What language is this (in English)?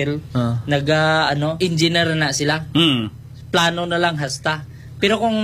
Hiligaynon